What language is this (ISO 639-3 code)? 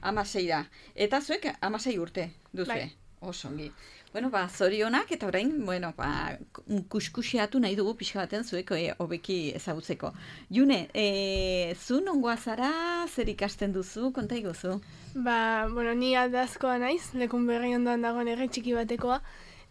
eus